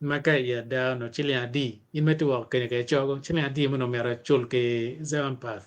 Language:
Acoli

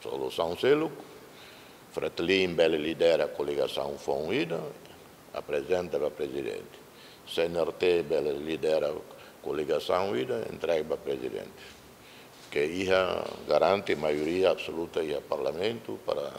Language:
Tetum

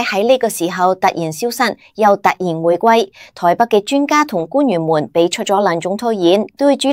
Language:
Cantonese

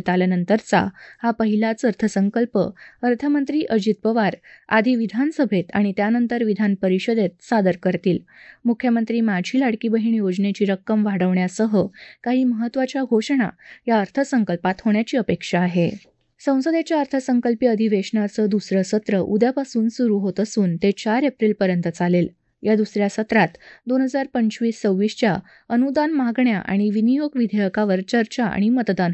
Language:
Marathi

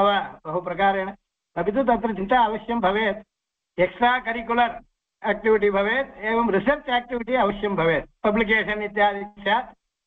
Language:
Sanskrit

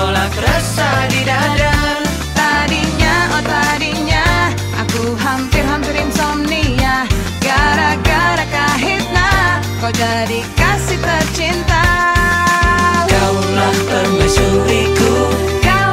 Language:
Indonesian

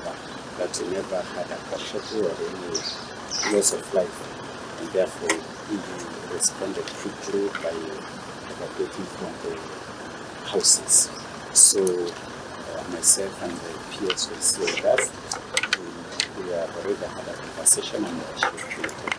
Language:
Luo (Kenya and Tanzania)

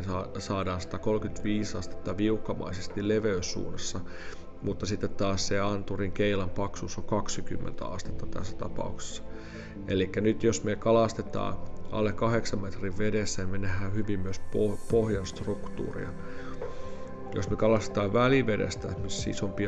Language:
Finnish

